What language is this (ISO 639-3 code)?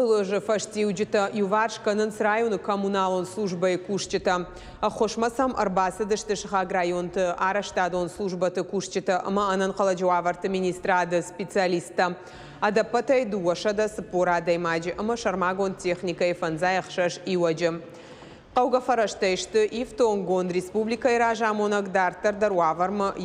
oss